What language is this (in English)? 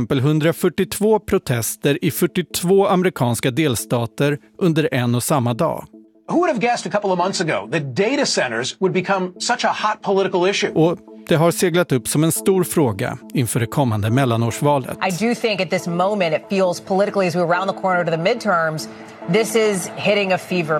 Swedish